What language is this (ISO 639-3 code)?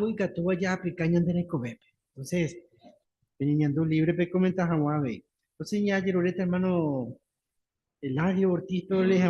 grn